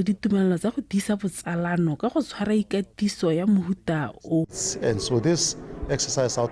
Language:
Tswana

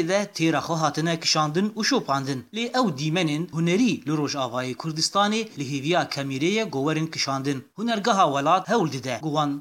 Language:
Kurdish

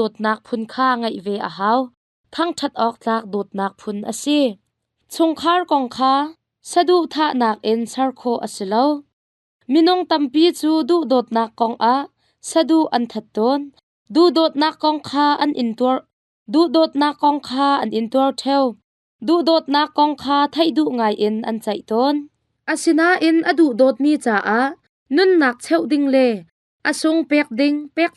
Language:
Hakha Chin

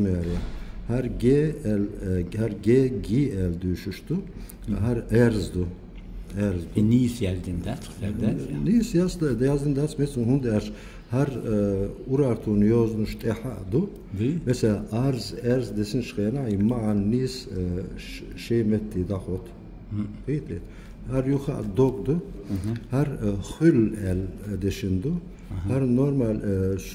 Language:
Chechen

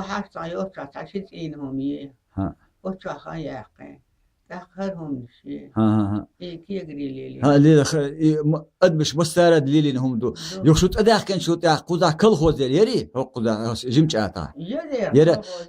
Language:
Chechen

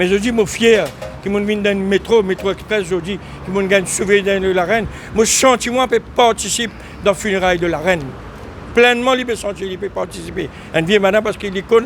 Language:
Morisyen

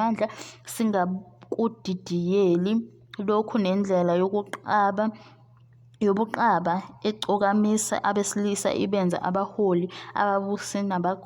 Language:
Zulu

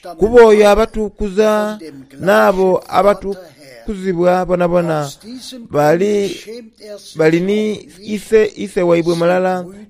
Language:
Soga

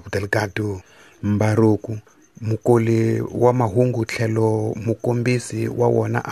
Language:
Tsonga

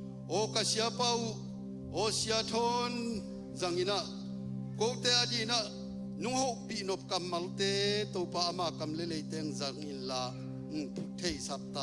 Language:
Tedim Chin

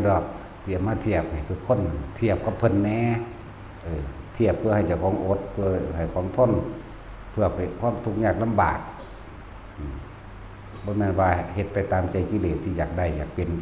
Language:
Northeastern Thai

